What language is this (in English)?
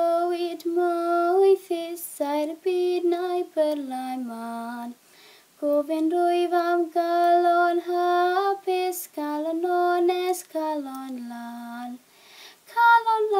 Welsh